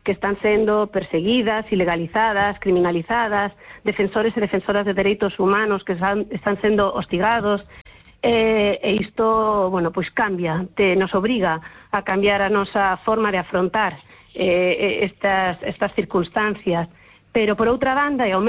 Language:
Galician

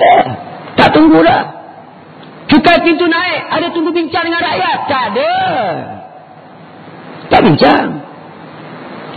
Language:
Malay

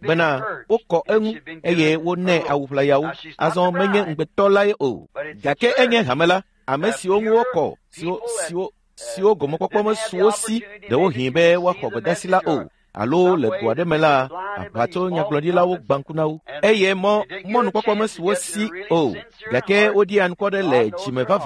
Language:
Ewe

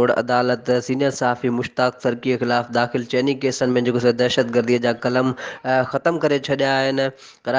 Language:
Sindhi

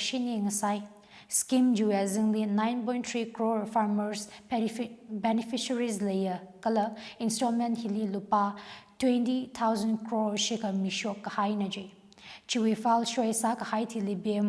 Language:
Tangkhul Naga (India)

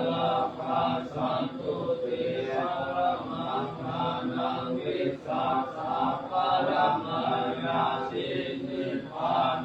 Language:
Pali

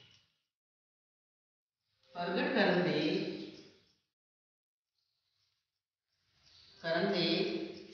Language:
Punjabi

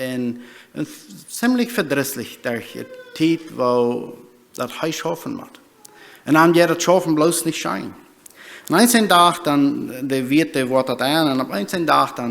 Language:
Plautdietsch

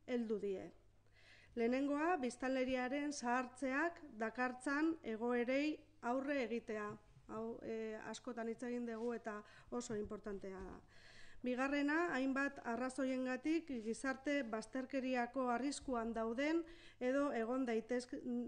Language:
Basque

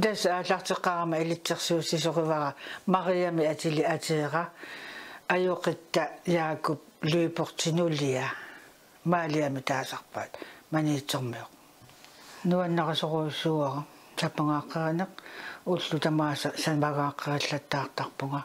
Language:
Kalaallisut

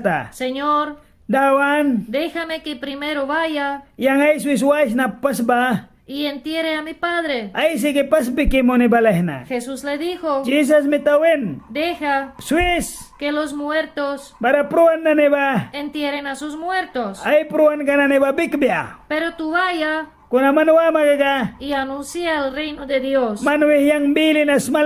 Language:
Mískito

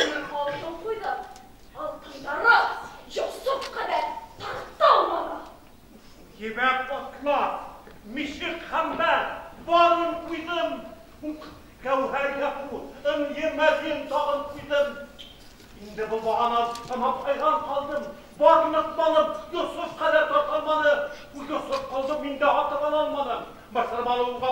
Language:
Bashkir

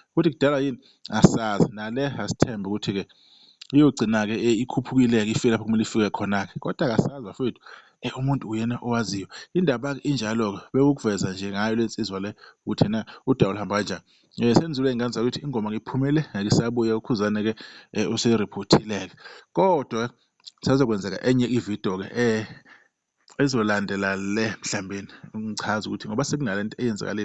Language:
Zulu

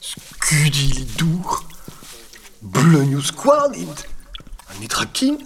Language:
Breton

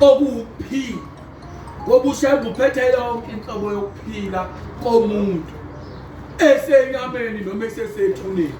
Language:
Zulu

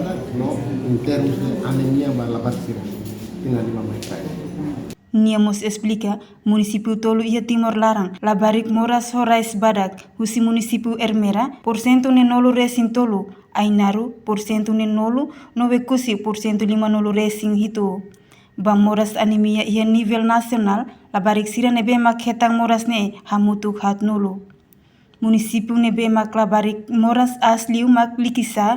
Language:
Tetum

